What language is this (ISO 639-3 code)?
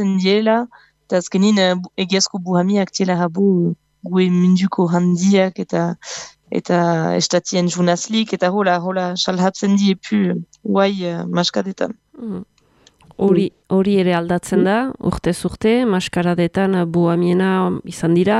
eus